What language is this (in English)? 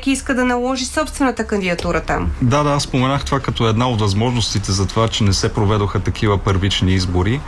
Bulgarian